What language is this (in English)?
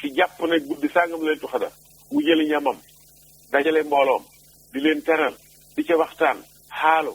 Wolof